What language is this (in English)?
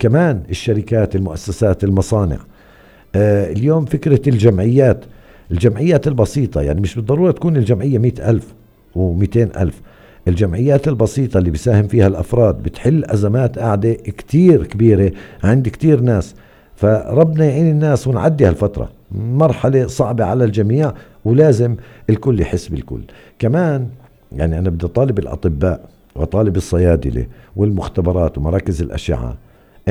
North Levantine Arabic